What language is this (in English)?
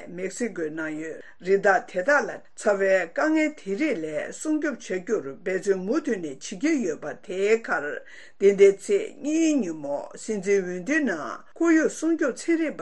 Tibetan